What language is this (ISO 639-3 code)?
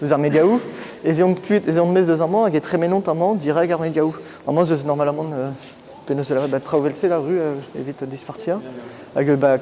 bre